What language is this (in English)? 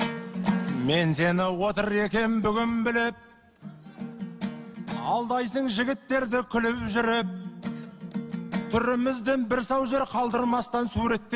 Kazakh